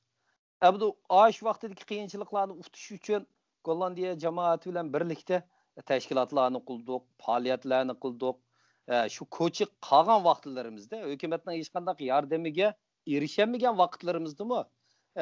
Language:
Uyghur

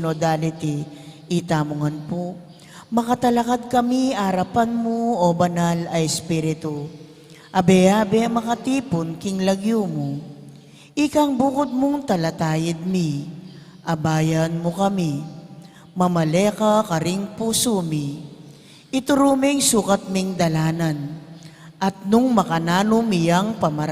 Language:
Pampanga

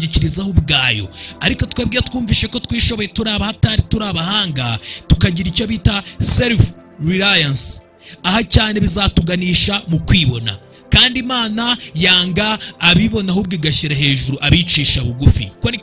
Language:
Kinyarwanda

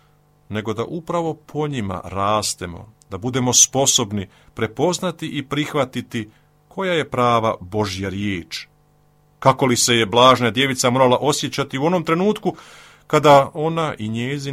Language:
Croatian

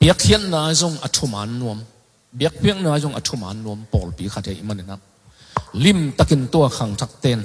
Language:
Tedim Chin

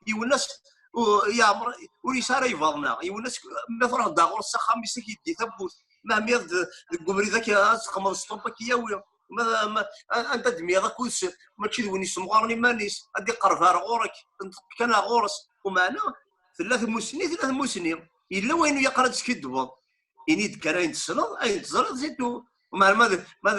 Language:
Kabyle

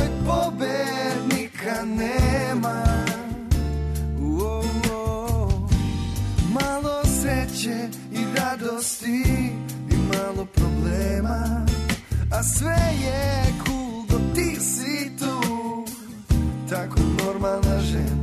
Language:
Serbian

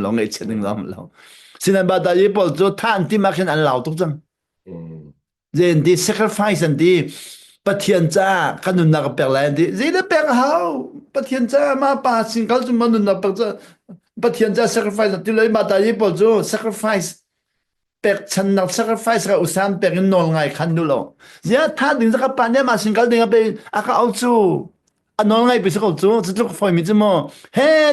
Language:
Hakha Chin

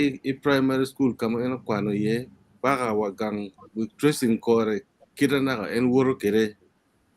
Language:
Acoli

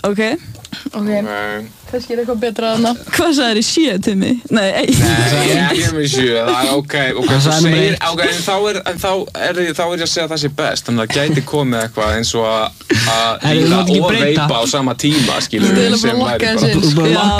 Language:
Icelandic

